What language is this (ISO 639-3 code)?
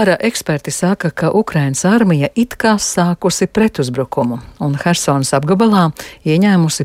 lav